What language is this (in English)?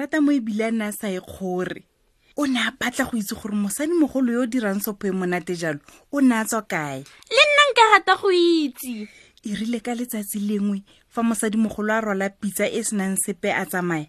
Tswana